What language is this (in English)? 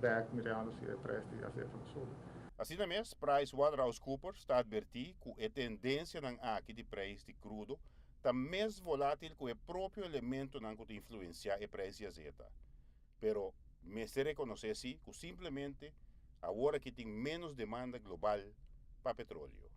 Papiamento